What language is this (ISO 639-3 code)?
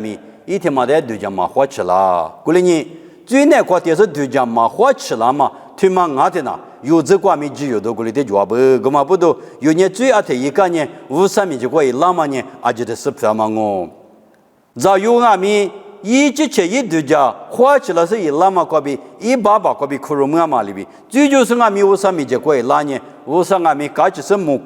lis